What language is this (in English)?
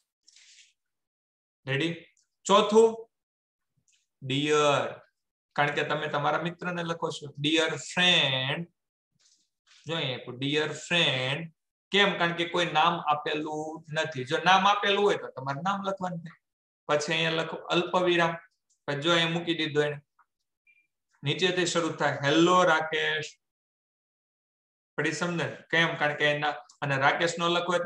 Gujarati